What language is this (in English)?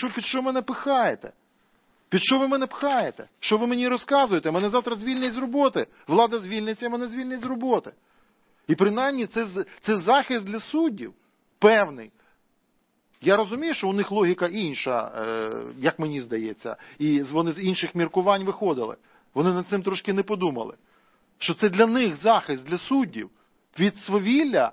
Ukrainian